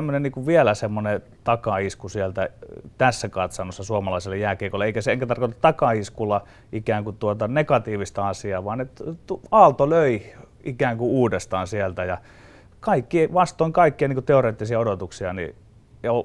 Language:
Finnish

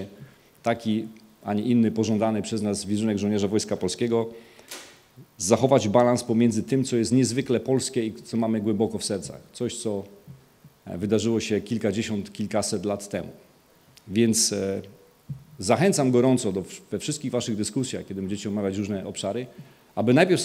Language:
Polish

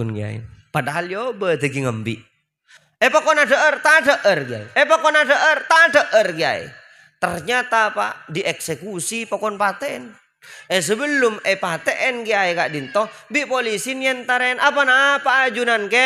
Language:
Madurese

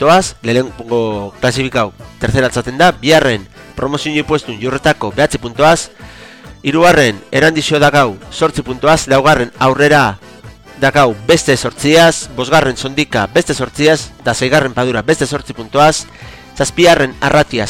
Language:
Basque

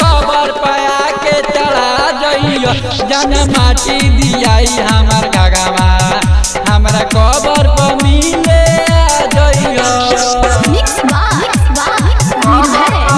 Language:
Bhojpuri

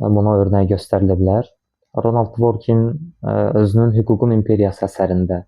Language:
Azerbaijani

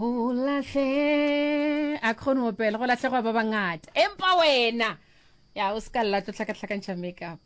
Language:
Northern Sotho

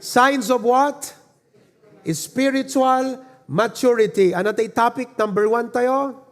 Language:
Iloko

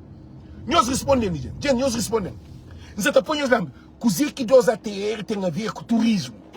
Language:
Kabuverdianu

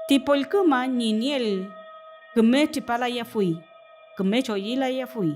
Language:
Mapuche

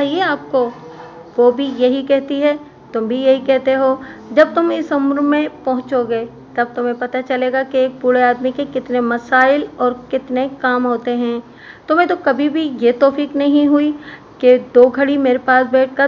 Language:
Urdu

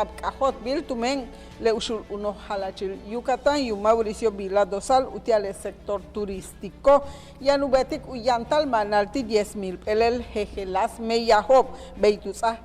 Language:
Yucateco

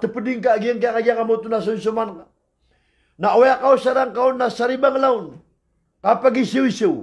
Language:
Maranao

